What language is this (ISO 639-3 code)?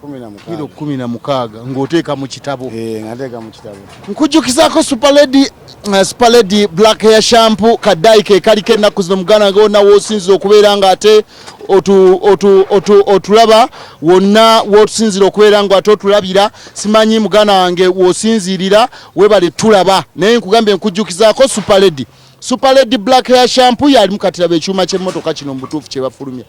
lug